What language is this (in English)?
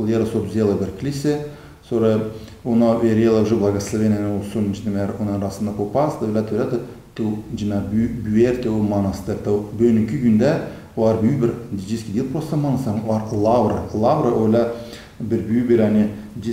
Gagauz